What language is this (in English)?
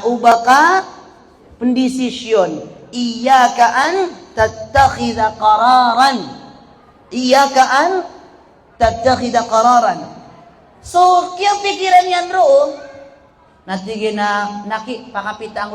Maranao